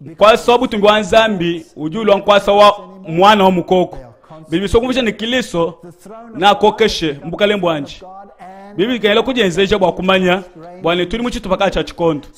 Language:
Luba-Lulua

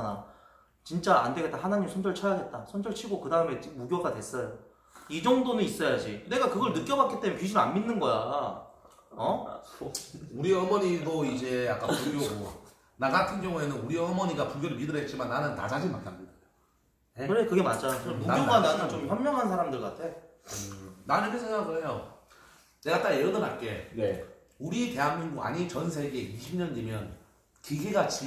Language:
Korean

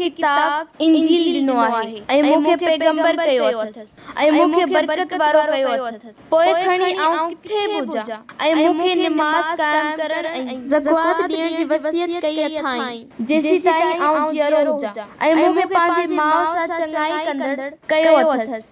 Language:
Sindhi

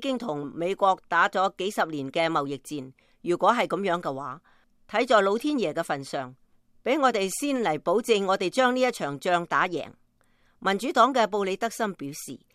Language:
Cantonese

